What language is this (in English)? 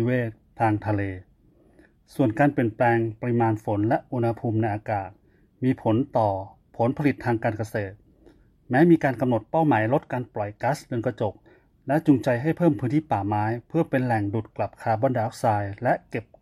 Thai